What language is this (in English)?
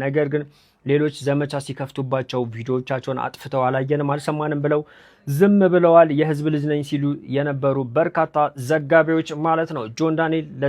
Amharic